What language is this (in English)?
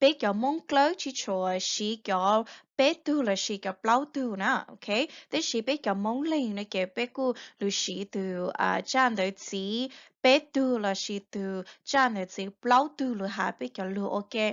Hmong